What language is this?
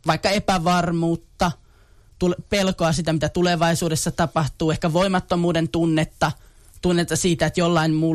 Finnish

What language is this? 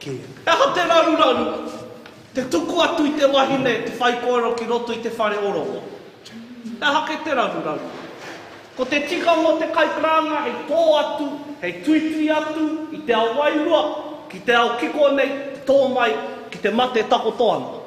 Māori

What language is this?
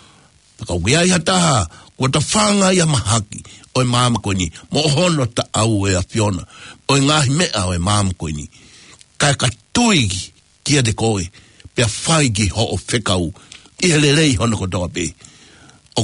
Tongan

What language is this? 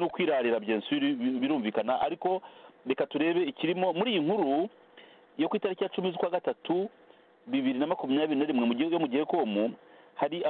Kinyarwanda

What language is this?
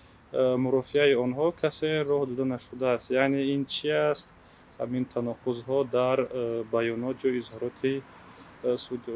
Tajik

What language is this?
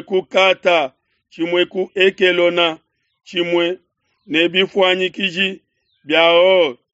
Luba-Lulua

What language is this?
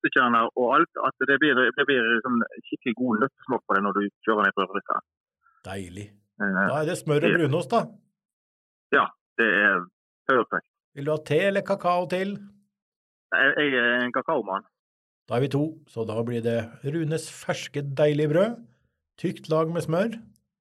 Norwegian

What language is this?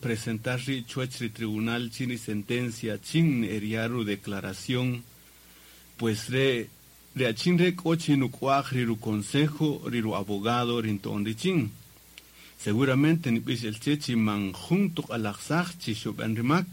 Kaqchikel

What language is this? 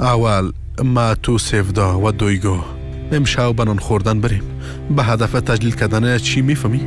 Persian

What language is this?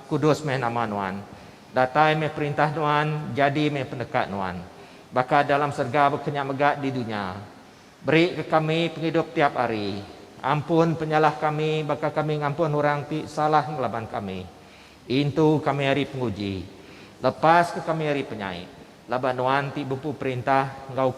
Iban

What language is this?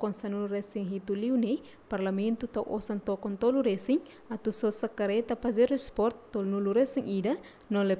Tetum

